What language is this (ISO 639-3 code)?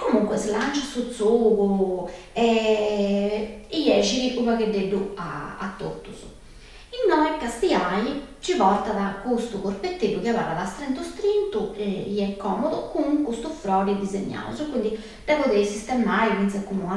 srd